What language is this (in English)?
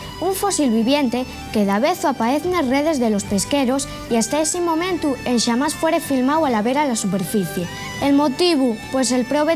Asturian